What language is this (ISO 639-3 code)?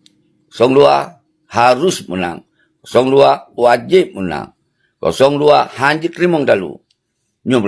ace